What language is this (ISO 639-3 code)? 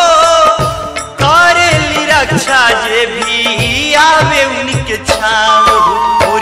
bho